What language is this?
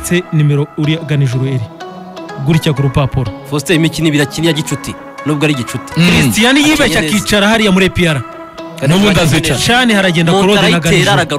Kinyarwanda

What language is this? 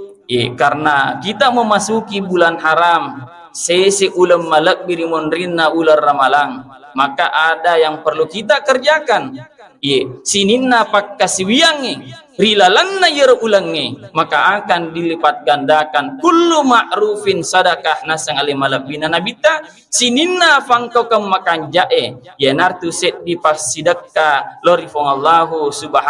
Buginese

